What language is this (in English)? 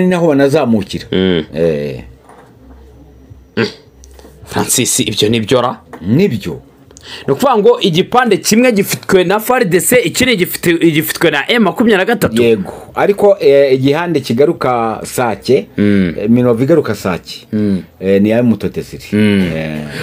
Kinyarwanda